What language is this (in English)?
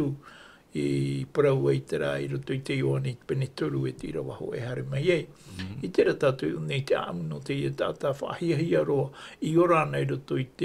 Tahitian